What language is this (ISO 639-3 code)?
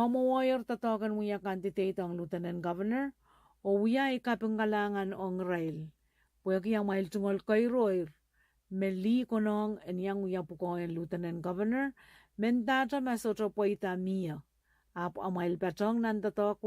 pon